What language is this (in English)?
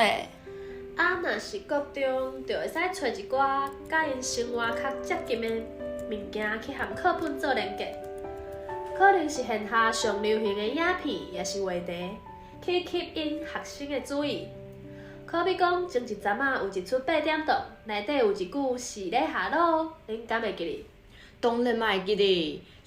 Min Nan Chinese